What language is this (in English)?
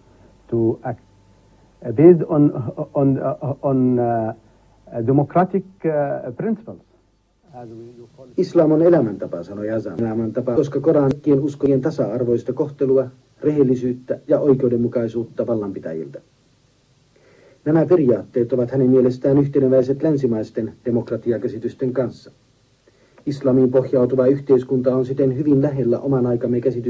Finnish